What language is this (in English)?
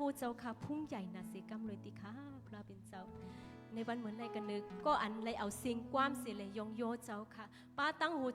Shan